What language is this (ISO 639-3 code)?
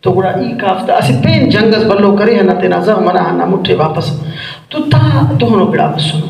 brh